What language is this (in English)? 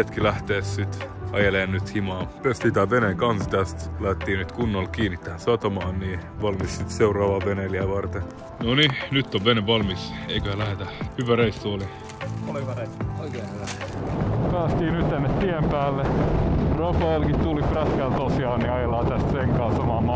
Finnish